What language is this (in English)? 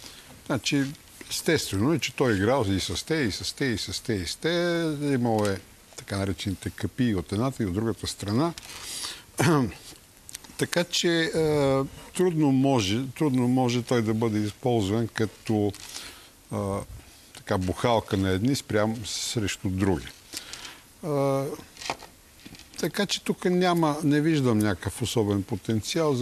Bulgarian